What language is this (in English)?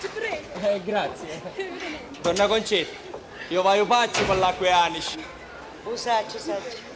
Sicilian